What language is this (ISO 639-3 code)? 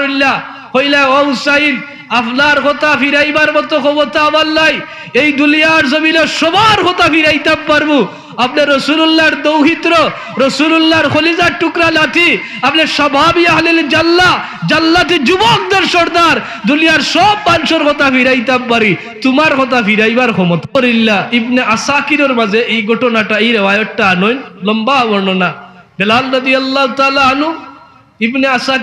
syl